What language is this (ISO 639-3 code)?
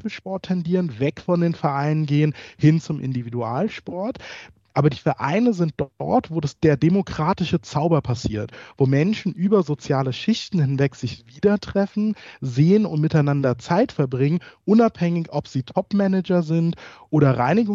deu